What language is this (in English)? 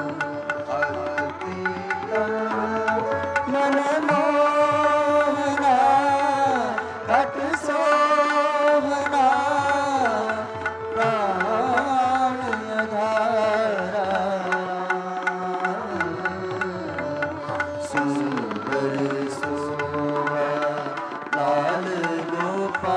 Hindi